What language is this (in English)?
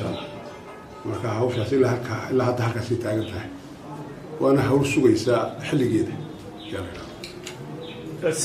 Somali